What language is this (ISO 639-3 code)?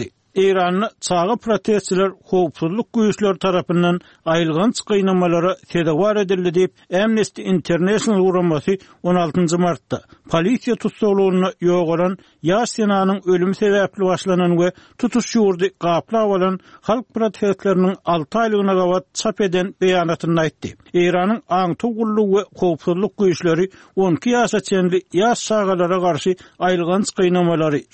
tuk